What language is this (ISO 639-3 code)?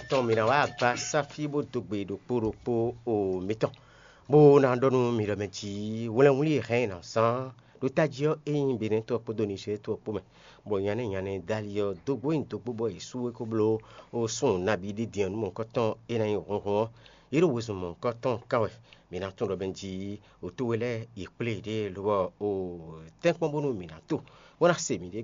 fon